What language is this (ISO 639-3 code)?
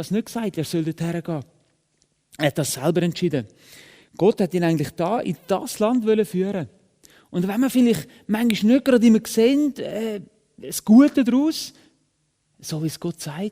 gsw